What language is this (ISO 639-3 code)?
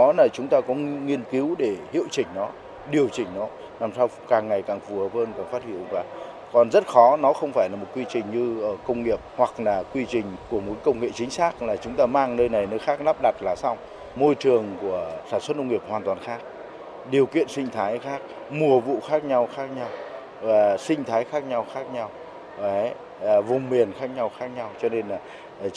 vie